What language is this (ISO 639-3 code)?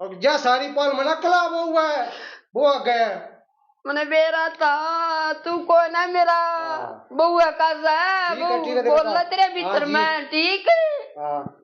bgc